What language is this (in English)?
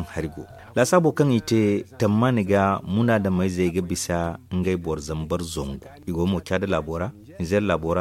Zarma